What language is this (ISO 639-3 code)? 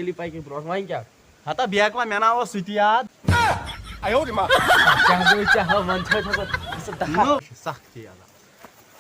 kas